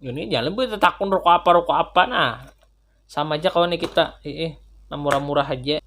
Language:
Banjar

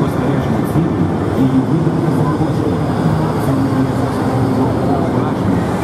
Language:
Ukrainian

